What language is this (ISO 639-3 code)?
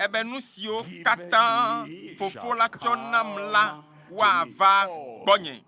ewe